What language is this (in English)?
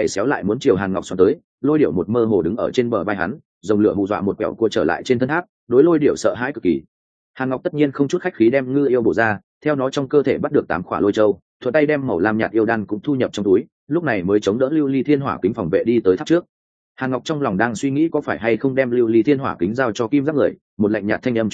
Vietnamese